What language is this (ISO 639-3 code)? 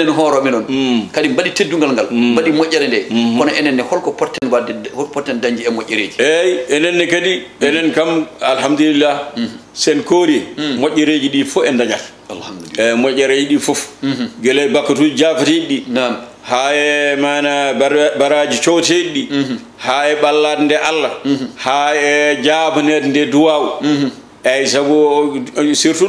ful